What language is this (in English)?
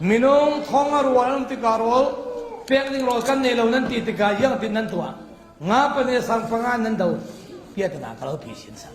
Falam Chin